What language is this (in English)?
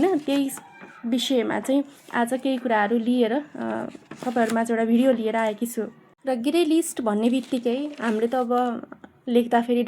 Nepali